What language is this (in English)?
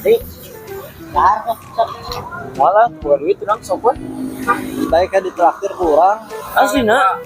Sundanese